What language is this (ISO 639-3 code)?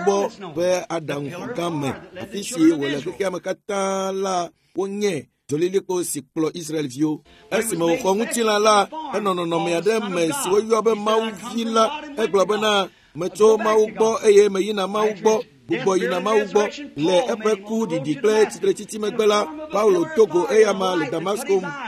ewe